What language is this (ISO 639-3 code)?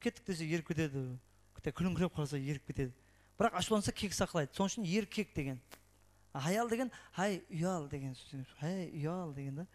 kaa